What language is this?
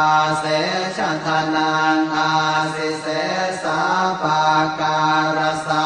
Pali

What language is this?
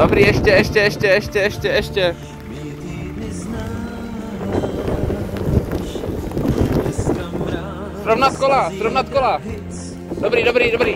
Czech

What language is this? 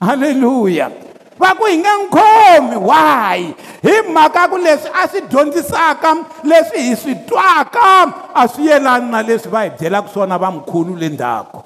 Tsonga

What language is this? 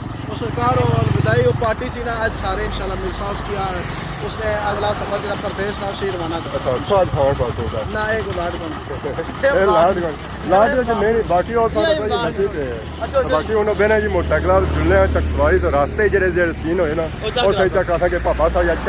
Pahari-Potwari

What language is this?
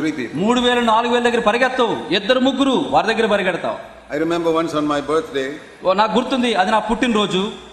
Telugu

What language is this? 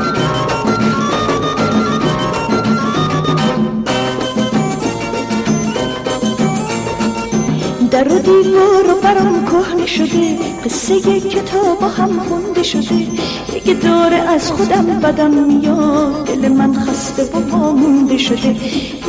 Persian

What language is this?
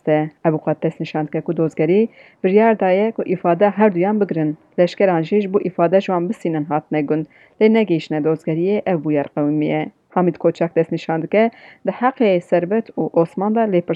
Kurdish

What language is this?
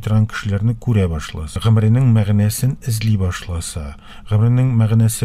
Tatar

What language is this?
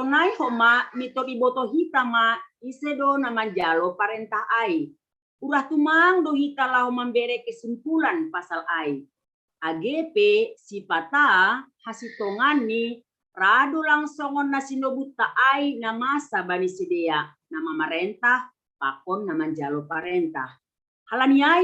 Batak Simalungun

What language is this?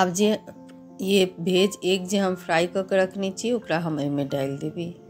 Maithili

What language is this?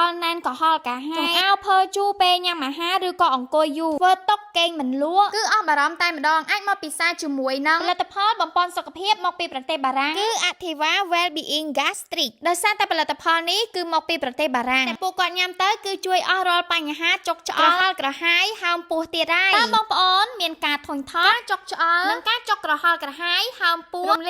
Khmer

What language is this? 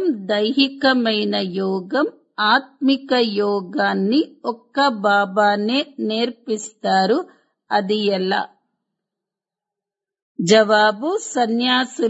Telugu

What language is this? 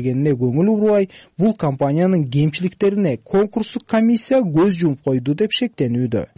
Kyrgyz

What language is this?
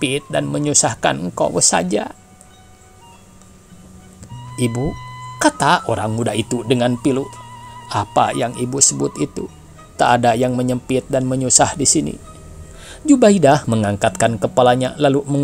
Indonesian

